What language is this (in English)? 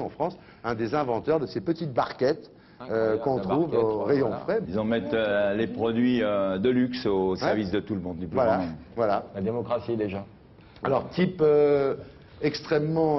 French